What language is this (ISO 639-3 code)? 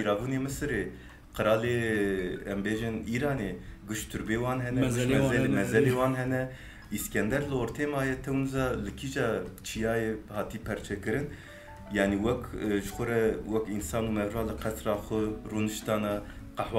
kur